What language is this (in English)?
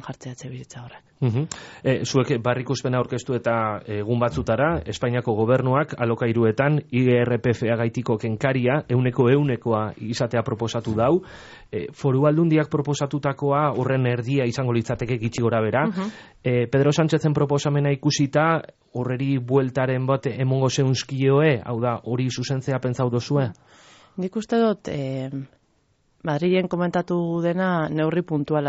Basque